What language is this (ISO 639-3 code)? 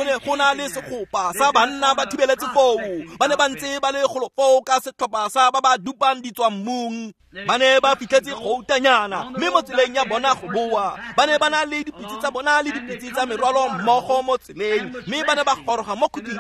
tsn